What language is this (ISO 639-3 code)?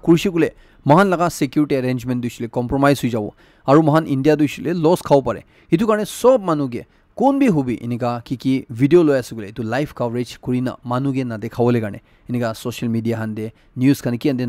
nag